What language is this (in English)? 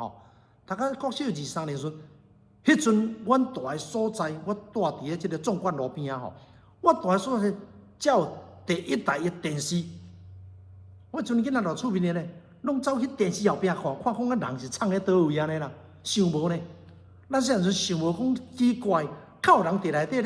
Min Nan Chinese